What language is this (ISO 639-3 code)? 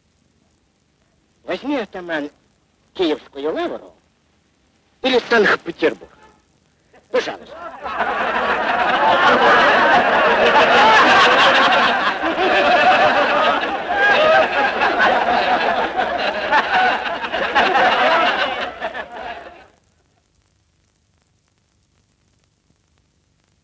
rus